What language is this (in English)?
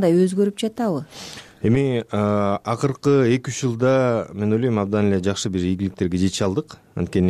Kyrgyz